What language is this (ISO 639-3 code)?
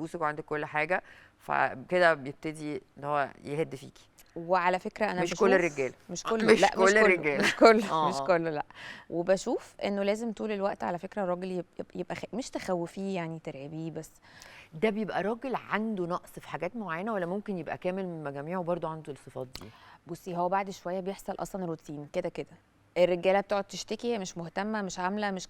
arz